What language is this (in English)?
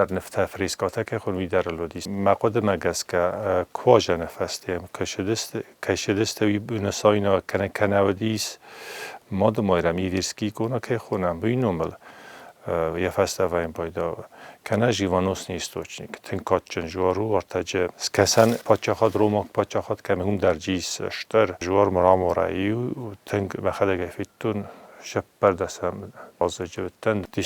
Ossetic